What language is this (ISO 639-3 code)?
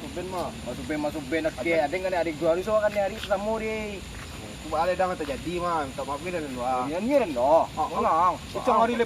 min